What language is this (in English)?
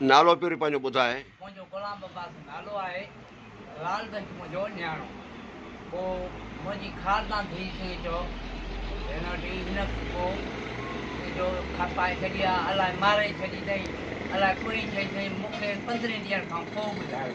Sindhi